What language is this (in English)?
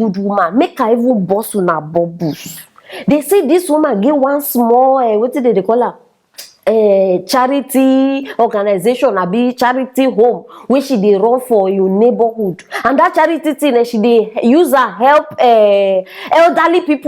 Nigerian Pidgin